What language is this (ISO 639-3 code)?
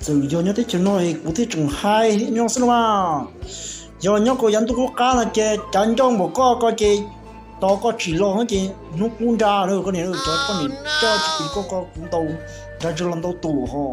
hmn